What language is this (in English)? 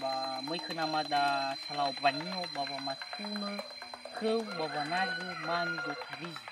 Nias